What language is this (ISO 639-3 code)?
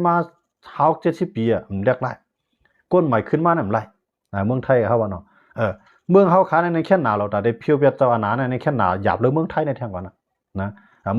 shn